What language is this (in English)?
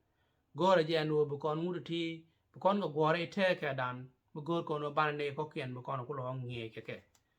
Nuer